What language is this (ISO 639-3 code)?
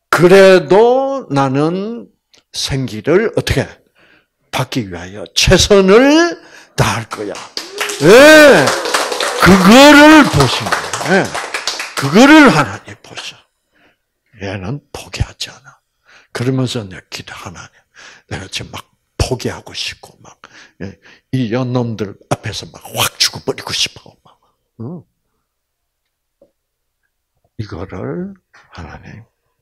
kor